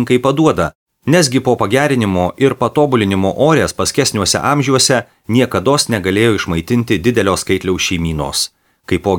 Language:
Lithuanian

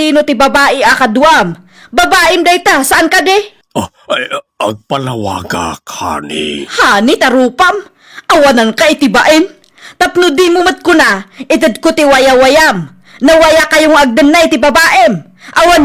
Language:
Iloko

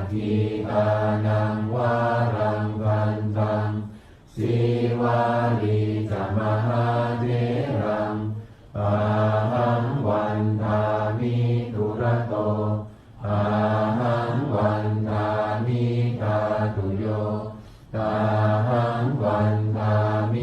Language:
Pali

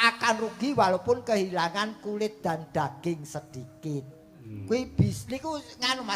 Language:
Javanese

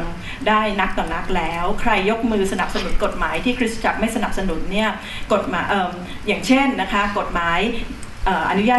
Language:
Thai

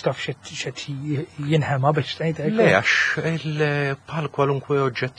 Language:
Maltese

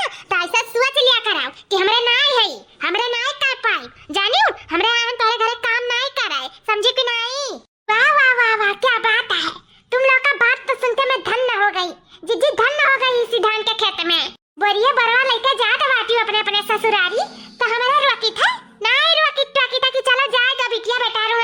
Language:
Awadhi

